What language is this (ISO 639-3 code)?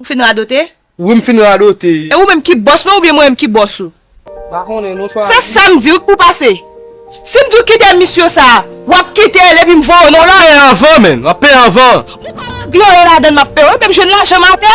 hat